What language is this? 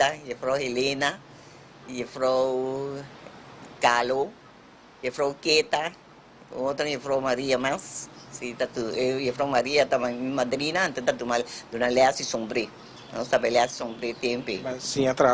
Papiamento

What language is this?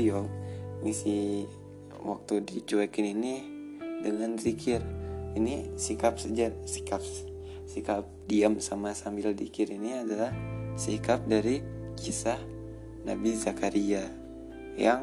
Indonesian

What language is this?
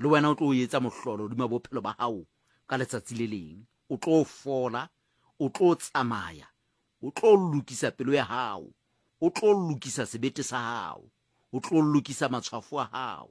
Southern Sotho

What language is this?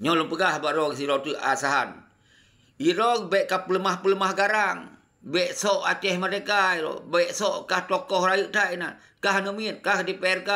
Achinese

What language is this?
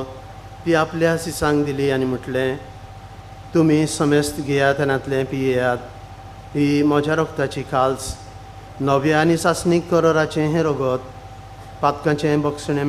Konkani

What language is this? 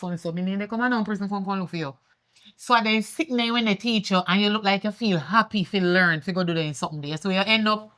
Jamaican Creole English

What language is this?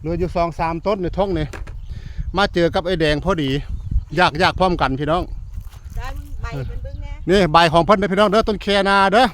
Northeastern Thai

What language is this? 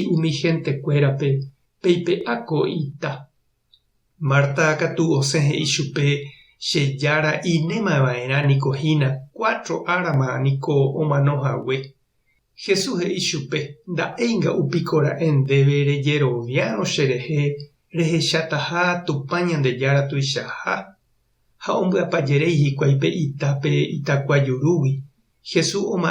Guarani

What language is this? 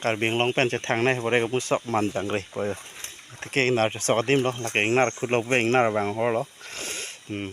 Karbi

